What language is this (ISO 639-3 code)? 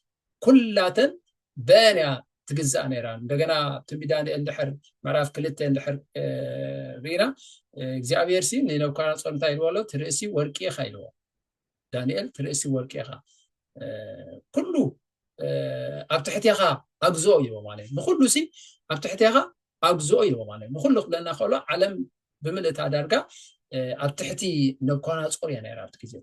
tir